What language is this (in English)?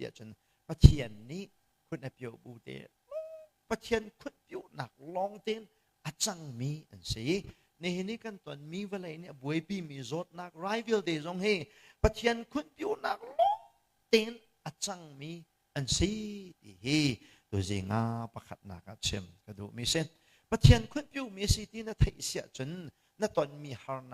Hakha Chin